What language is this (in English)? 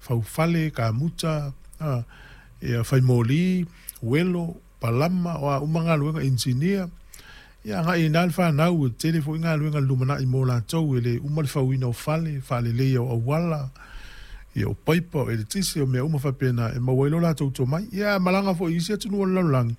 Samoan